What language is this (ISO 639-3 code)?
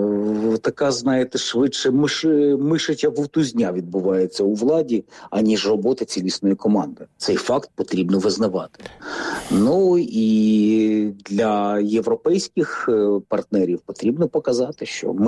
ukr